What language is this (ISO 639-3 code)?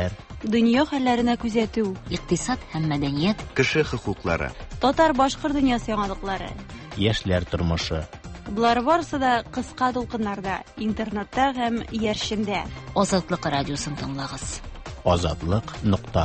tat